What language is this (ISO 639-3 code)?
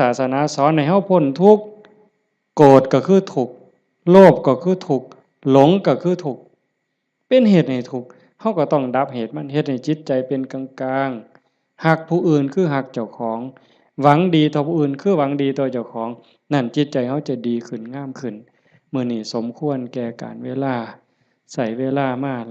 tts